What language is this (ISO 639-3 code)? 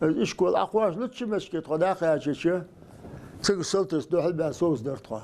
inh